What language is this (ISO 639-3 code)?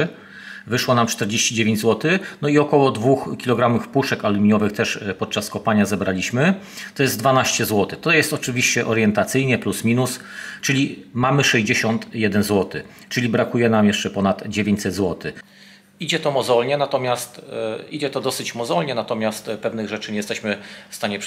pol